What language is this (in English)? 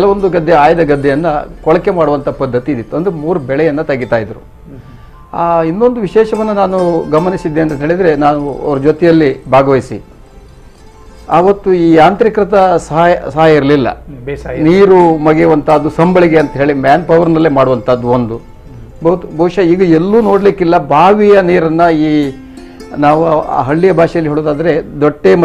Kannada